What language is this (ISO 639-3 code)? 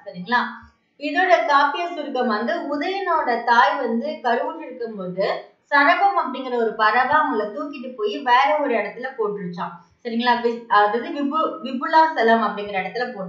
tam